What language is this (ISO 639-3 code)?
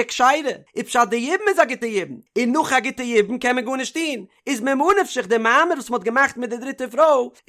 yid